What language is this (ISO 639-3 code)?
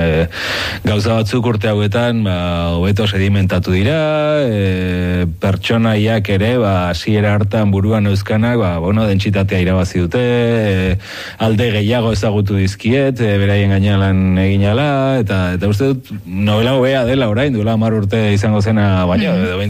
eus